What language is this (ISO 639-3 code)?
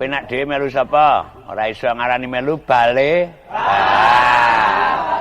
jav